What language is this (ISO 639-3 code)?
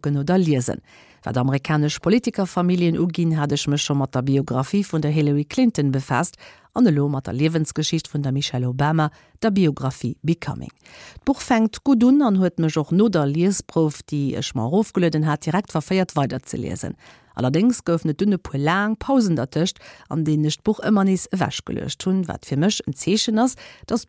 ltz